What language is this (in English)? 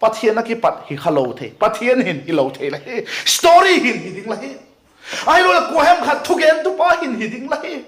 Vaiphei